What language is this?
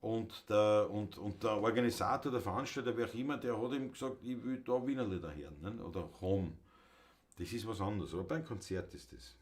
Bavarian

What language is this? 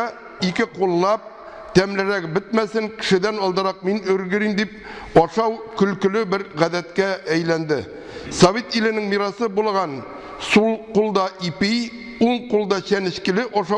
Tatar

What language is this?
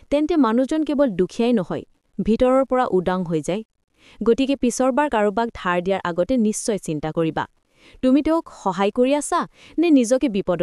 Assamese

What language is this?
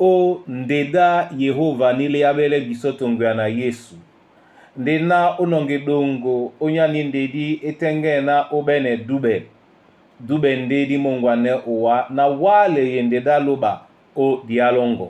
Duala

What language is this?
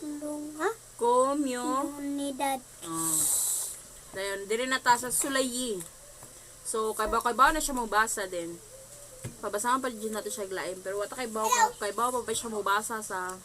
Cebuano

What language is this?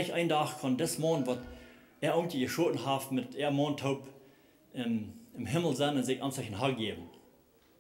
Plautdietsch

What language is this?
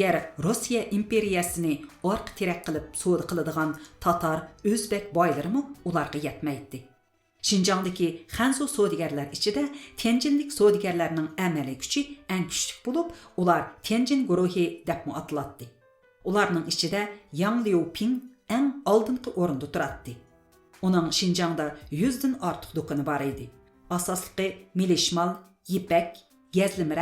Uyghur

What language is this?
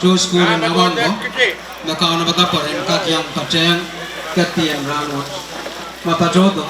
Pohnpeian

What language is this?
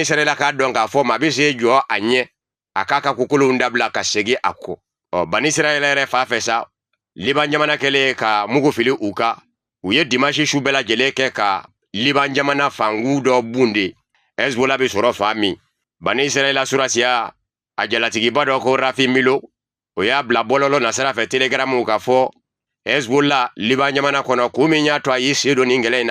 Bambara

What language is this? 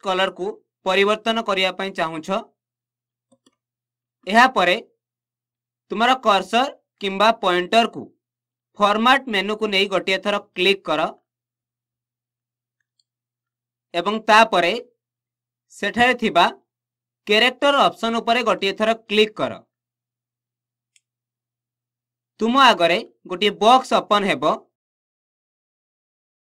Odia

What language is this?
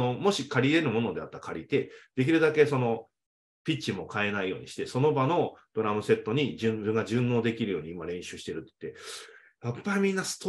Japanese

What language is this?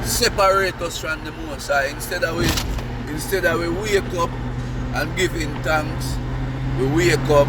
Jamaican Creole English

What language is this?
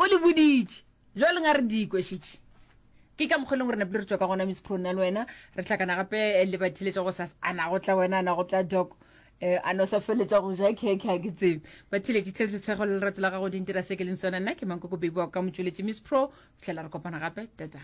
Northern Sotho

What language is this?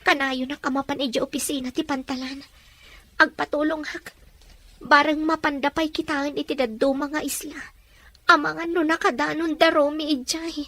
Iloko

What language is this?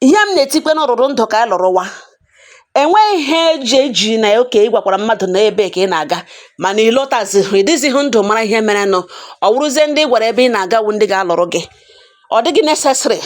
Igbo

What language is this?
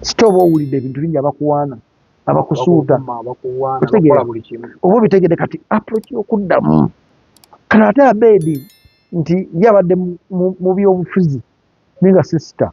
Ganda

